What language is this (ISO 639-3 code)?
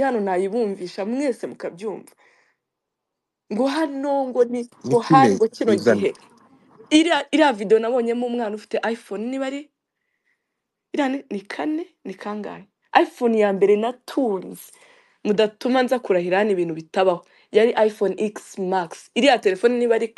kin